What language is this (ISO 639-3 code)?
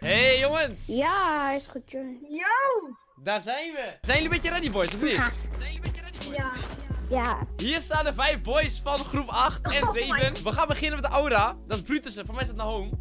nld